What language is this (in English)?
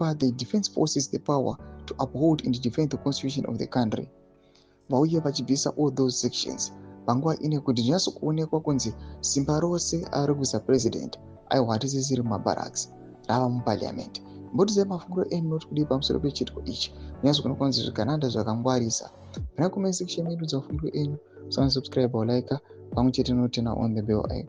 Shona